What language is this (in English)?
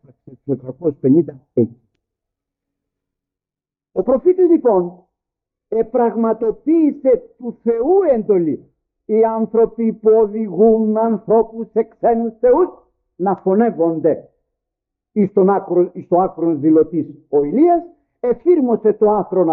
Greek